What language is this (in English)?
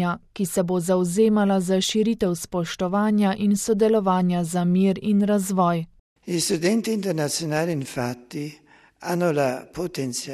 Slovenian